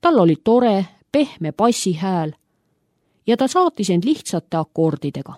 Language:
Estonian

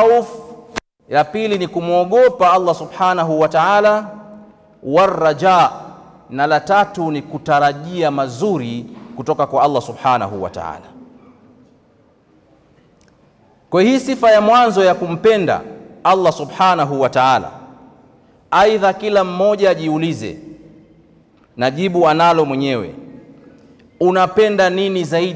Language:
Swahili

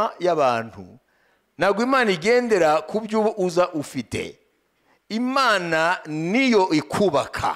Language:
Kinyarwanda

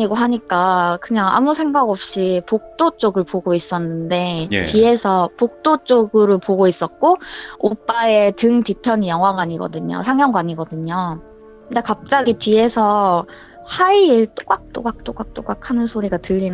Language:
Korean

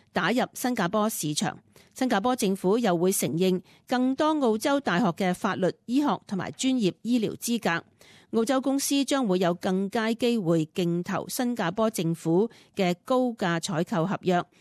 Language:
Cantonese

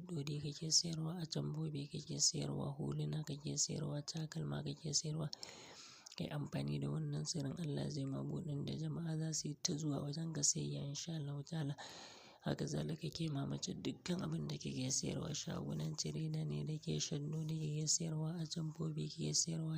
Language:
Hausa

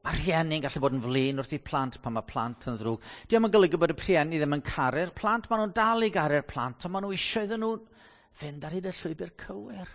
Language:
Welsh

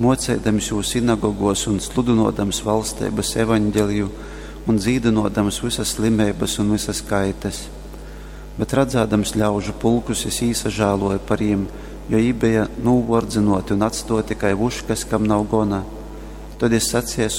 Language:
Latgalian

